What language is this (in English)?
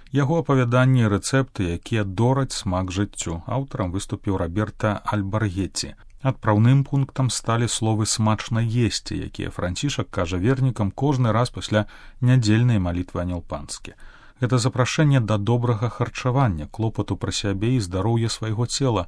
Belarusian